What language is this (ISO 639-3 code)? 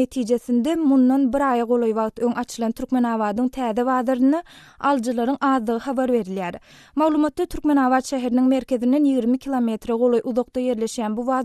tuk